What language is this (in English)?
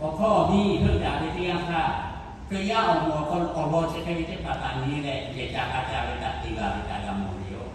Lahu